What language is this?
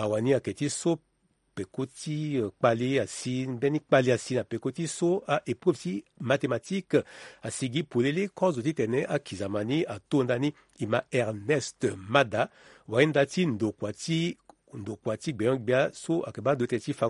Sango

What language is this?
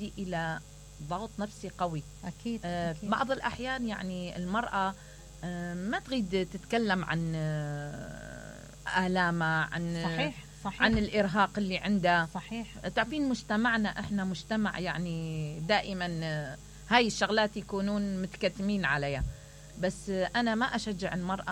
Mesopotamian Arabic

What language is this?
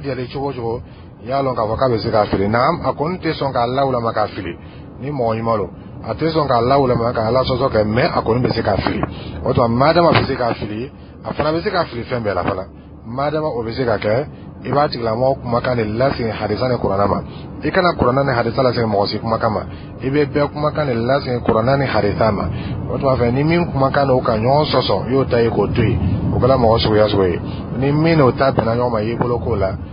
Dyula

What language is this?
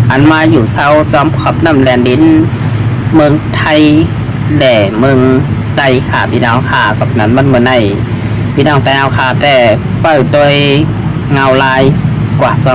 Shan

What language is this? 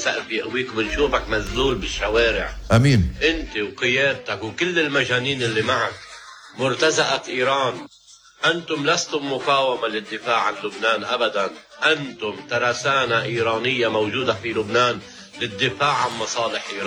North Levantine Arabic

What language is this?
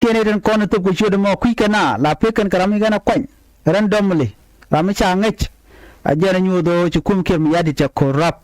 Nuer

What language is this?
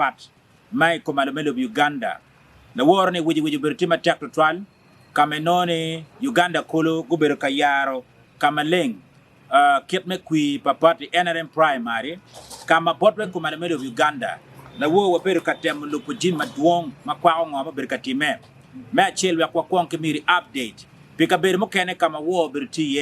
Acoli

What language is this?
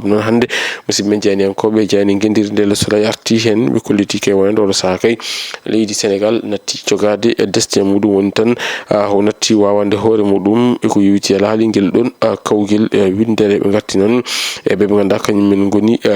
Fula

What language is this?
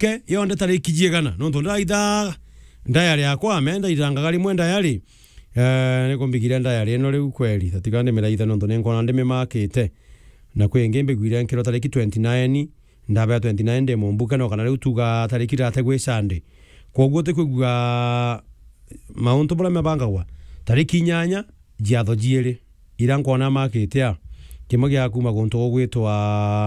Meru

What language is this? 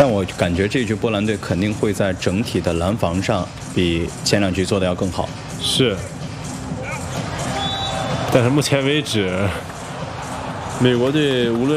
Chinese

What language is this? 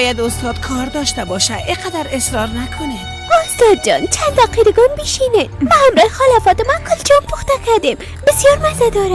Persian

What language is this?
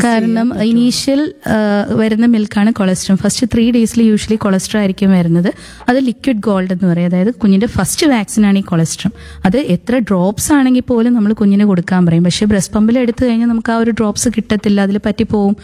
Malayalam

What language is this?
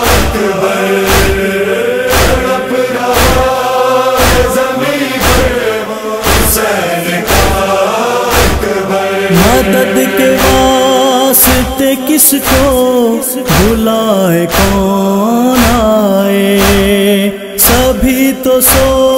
Urdu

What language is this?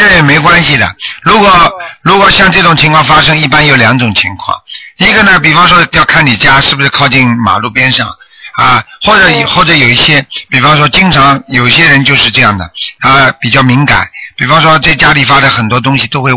Chinese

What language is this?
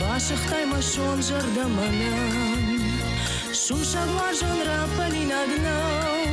Ossetic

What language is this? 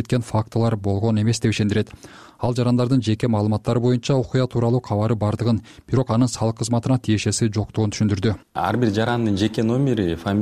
Kyrgyz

